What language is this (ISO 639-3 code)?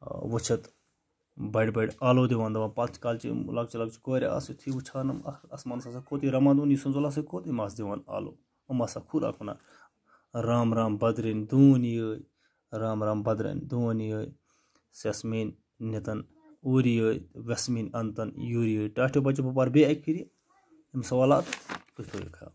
kas